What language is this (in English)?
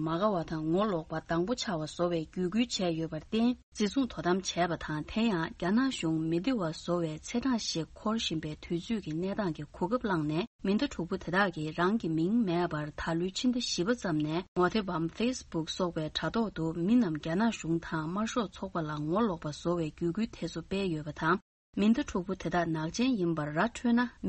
Tibetan